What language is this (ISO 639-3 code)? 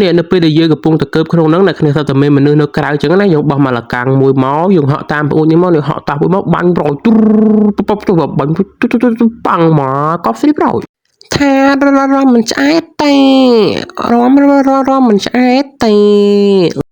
khm